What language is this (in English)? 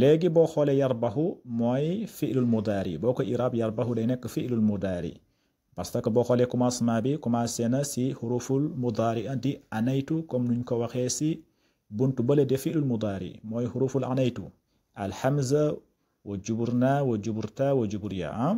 Wolof